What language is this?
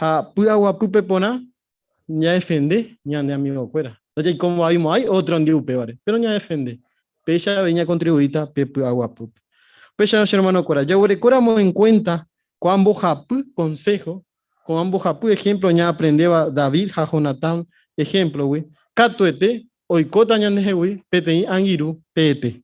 Guarani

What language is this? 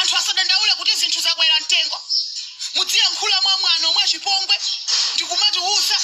Nyanja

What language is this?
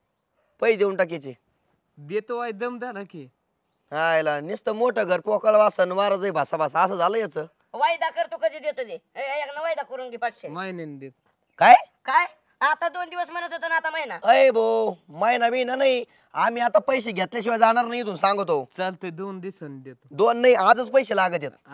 Marathi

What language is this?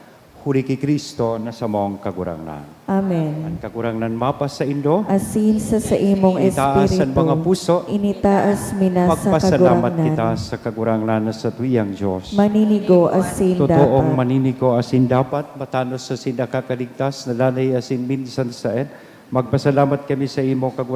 Bikol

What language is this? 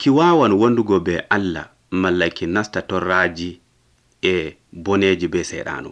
Nigerian Fulfulde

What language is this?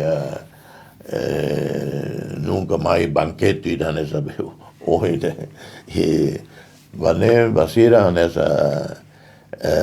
Tetum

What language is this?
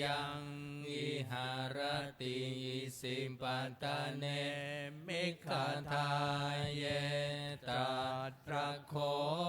Pali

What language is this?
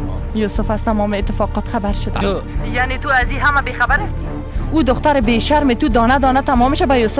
Persian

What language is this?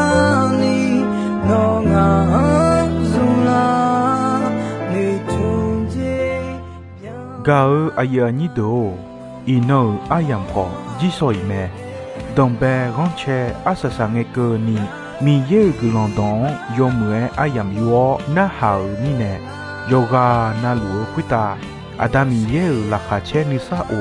Akha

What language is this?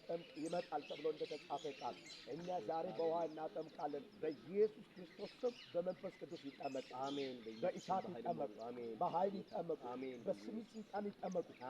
Amharic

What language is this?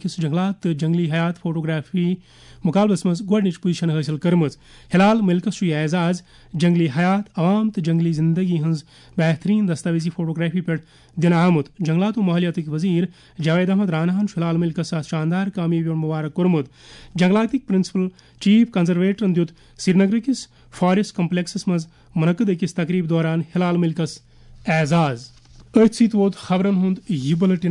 Kashmiri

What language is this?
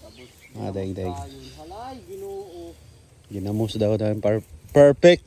Cebuano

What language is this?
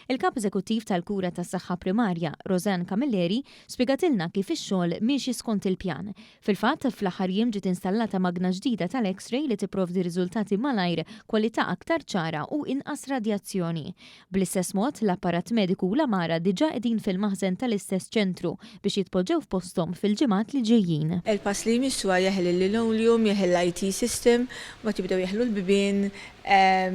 Maltese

